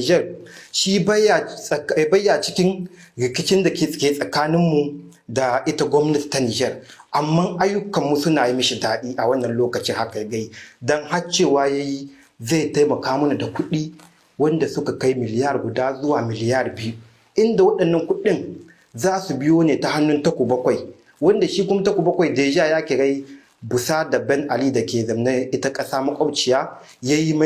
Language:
Hausa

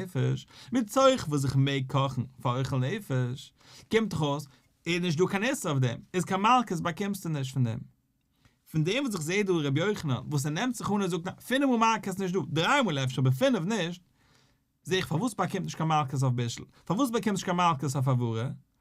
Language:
Yiddish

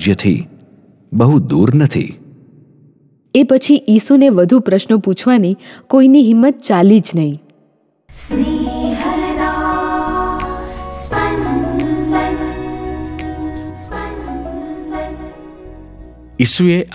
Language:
Gujarati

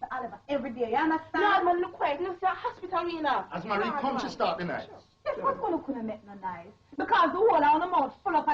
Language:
Jamaican Creole English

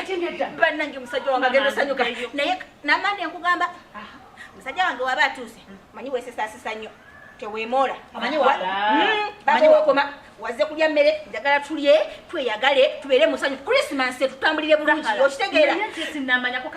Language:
Ganda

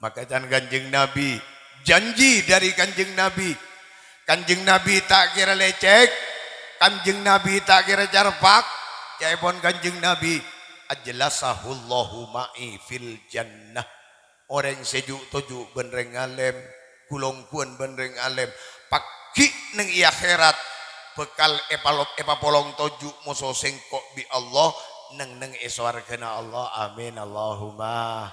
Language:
Madurese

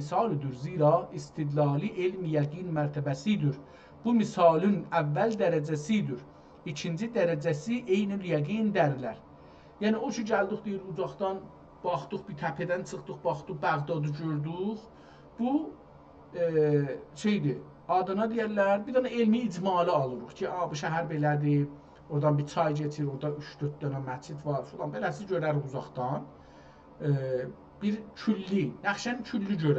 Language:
South Azerbaijani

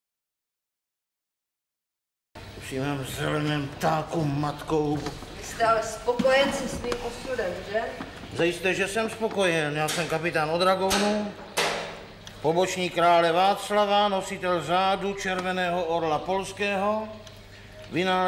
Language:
Czech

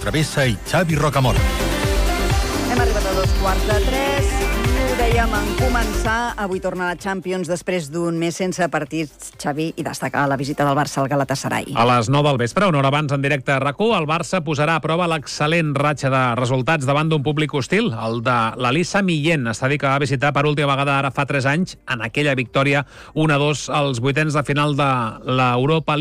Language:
Catalan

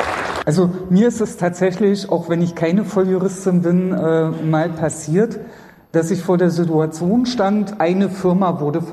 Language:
German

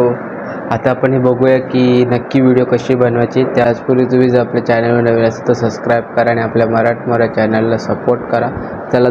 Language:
Marathi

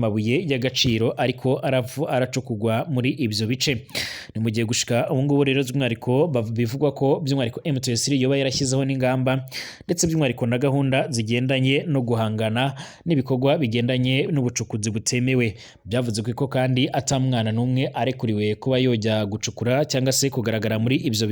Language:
Rundi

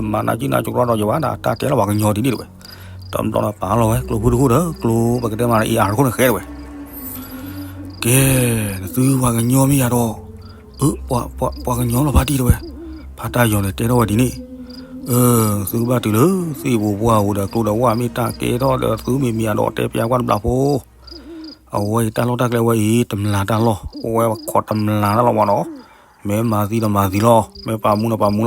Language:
S'gaw Karen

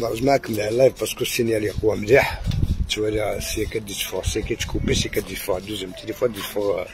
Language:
Algerian Arabic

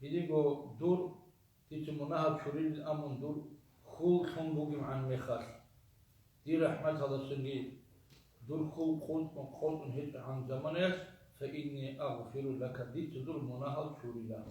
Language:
Avaric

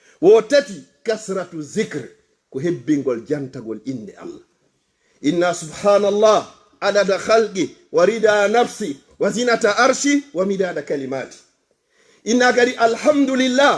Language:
Fula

